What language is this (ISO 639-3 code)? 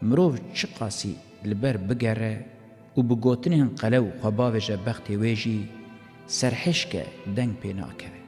kur